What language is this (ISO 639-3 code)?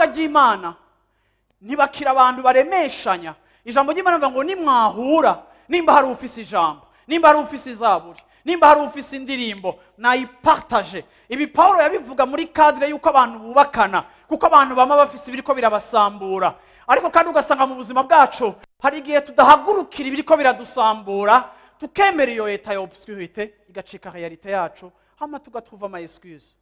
run